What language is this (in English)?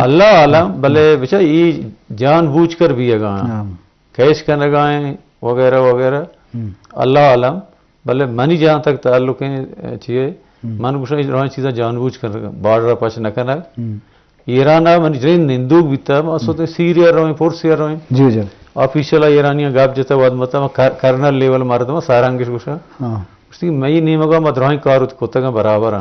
Eastern Balochi